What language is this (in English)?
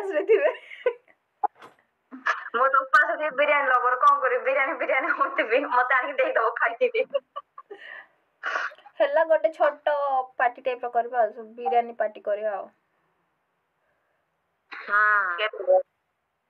Odia